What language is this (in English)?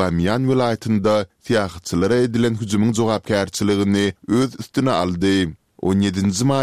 Turkmen